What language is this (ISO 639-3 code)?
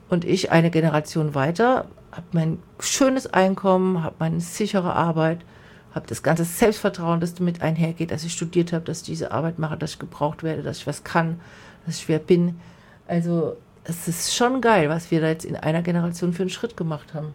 deu